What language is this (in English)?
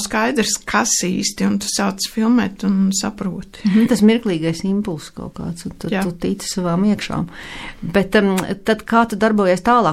Latvian